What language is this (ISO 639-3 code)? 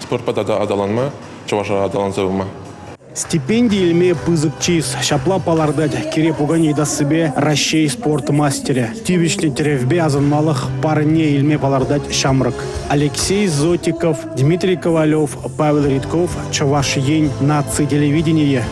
chv